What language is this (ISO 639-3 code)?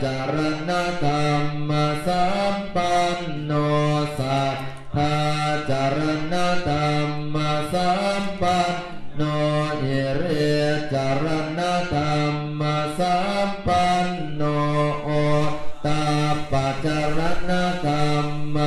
pli